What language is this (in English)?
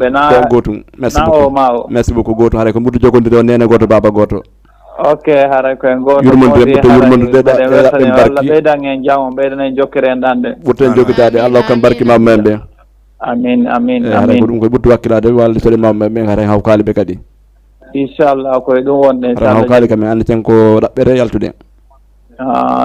Fula